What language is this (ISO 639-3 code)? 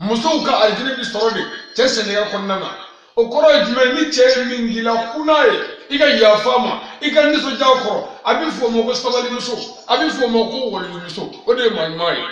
bam